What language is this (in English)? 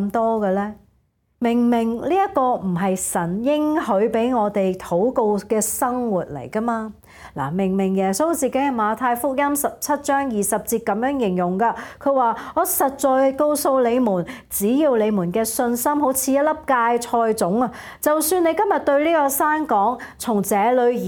Cantonese